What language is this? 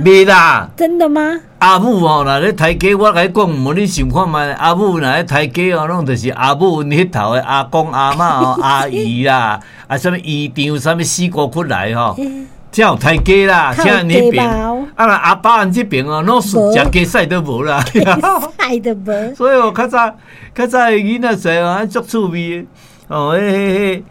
Min Nan Chinese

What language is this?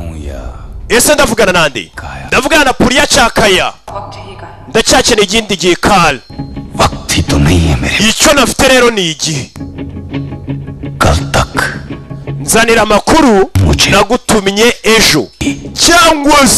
Kinyarwanda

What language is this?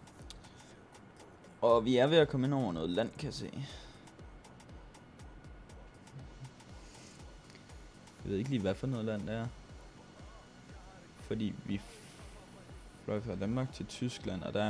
Danish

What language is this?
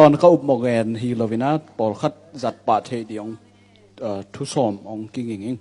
Tedim Chin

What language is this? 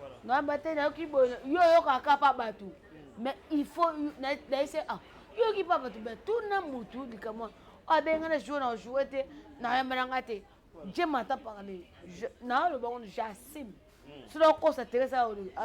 Lingala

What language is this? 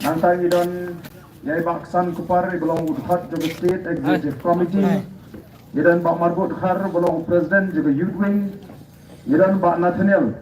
Khasi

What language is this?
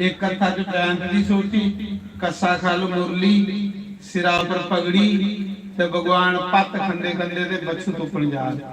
Dogri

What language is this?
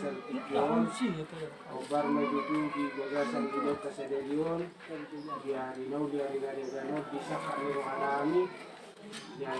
Batak Toba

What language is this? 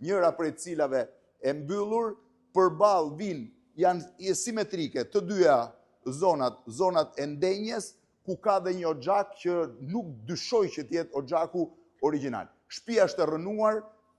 Albanian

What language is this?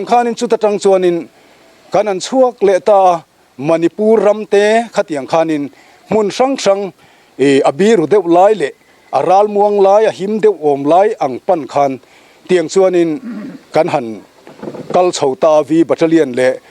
Mizo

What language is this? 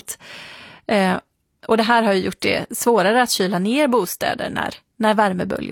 Swedish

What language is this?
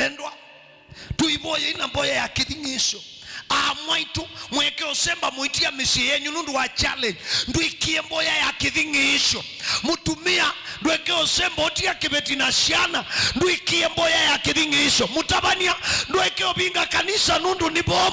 Kamba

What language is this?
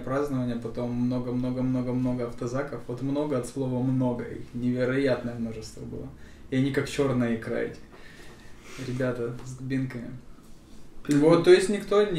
Russian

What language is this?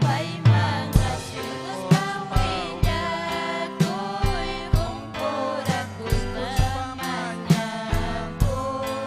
Ayacucho Quechua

